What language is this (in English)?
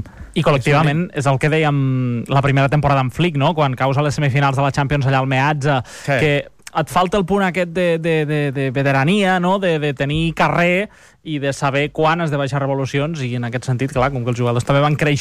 Catalan